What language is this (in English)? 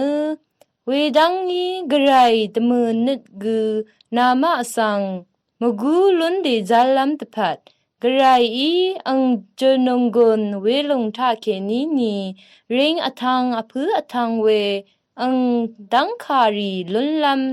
Rawang